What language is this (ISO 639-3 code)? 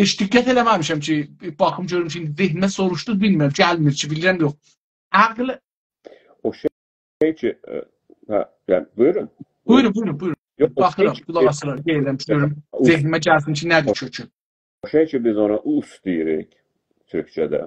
azb